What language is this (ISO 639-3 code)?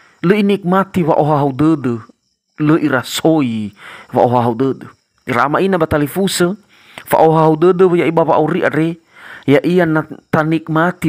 nia